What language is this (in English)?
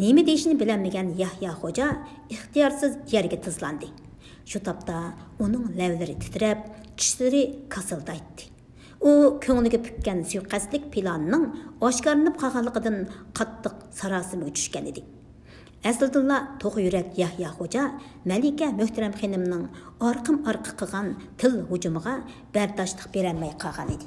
Uyghur